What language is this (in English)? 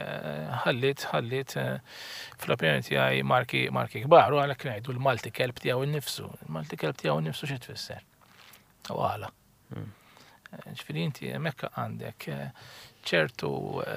Maltese